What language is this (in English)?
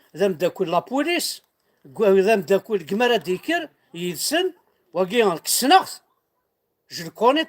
Kabyle